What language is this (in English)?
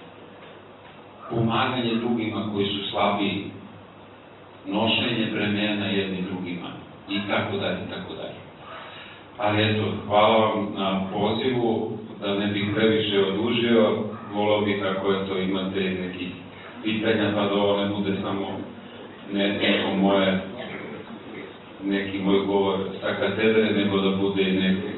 Serbian